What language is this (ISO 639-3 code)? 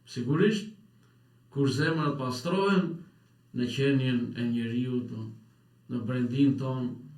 sqi